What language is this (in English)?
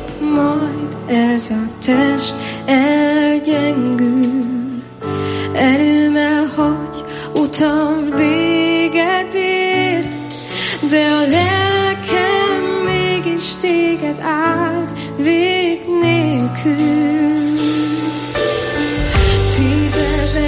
Hungarian